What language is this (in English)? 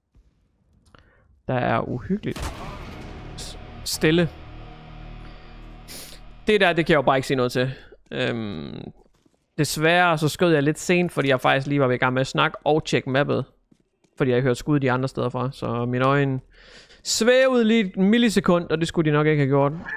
Danish